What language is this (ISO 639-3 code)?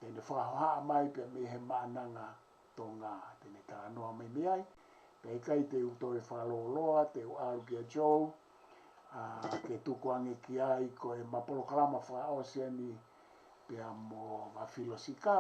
ton